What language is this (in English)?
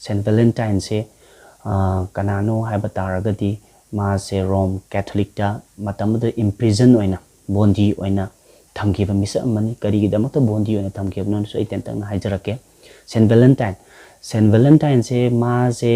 Manipuri